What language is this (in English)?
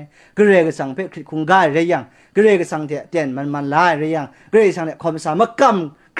Kachin